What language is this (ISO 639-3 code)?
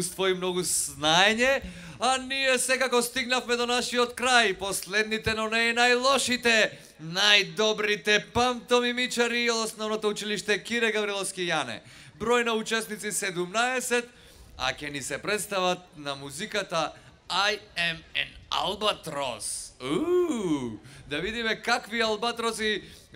mkd